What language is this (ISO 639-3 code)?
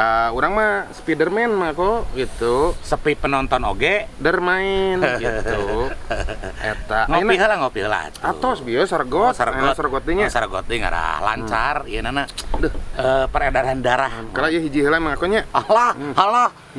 sun